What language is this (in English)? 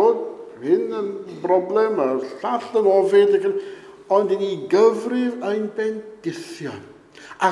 Welsh